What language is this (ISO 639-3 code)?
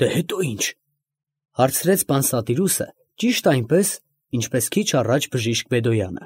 hye